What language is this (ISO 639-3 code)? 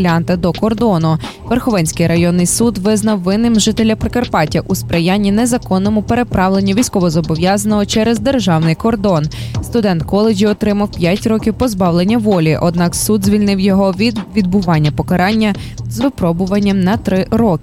ukr